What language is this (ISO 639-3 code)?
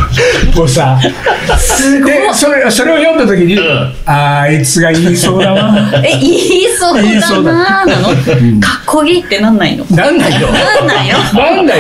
jpn